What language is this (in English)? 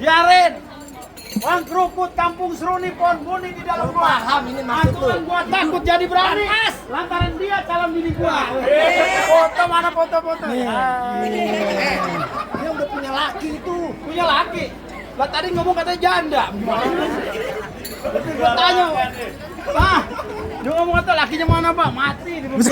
Betawi